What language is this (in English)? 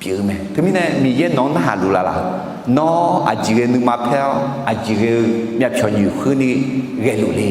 Akha